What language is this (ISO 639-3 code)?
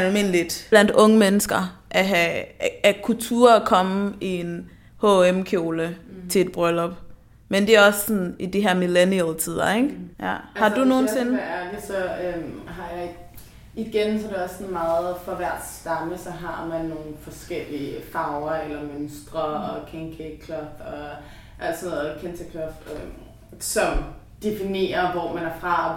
dan